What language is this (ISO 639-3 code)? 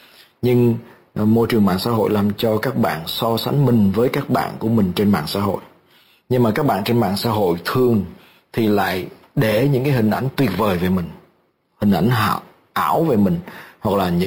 vie